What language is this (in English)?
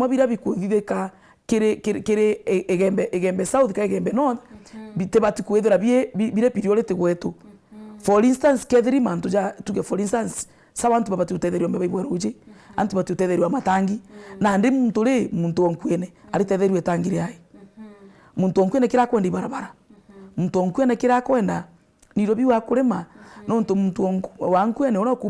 Meru